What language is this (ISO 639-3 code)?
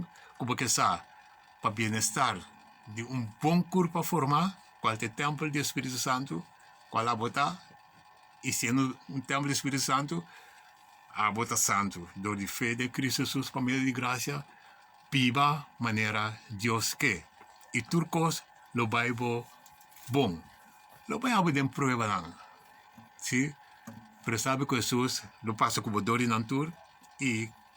pap